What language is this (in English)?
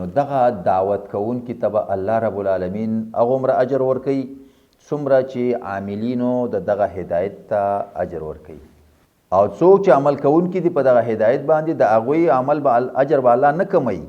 Pashto